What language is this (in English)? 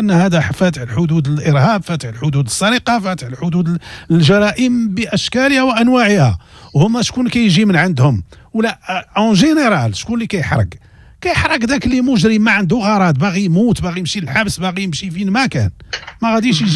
Moroccan Arabic